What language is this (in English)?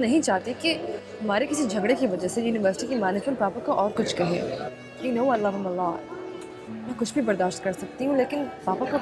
Hindi